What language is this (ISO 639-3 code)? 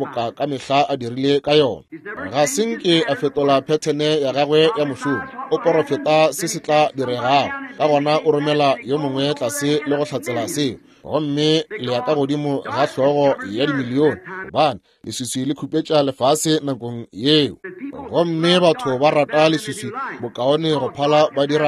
nso